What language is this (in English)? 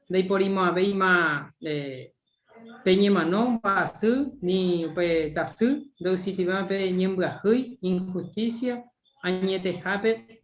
Guarani